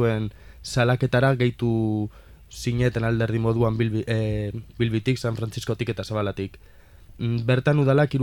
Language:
Basque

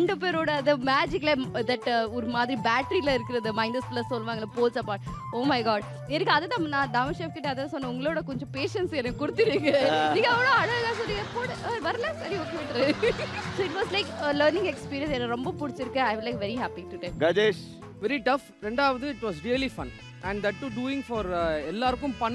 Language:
Tamil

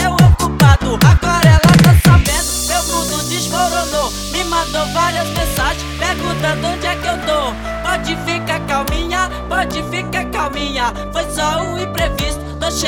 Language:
Portuguese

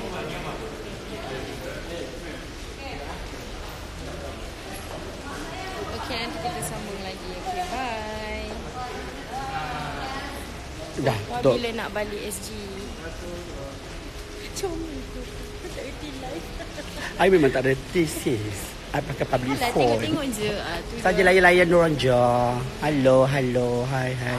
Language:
Malay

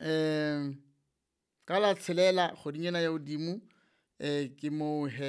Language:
Southern Sotho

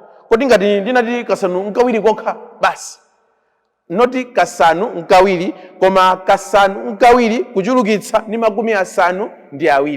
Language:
Nyanja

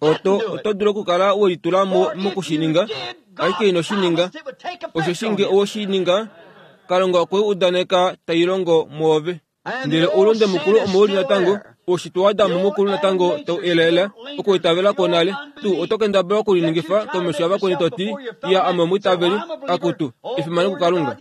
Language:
Kuanyama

